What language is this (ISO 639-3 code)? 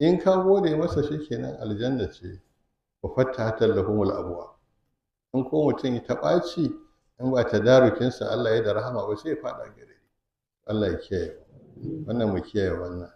hau